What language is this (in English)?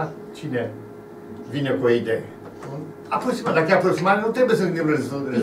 Romanian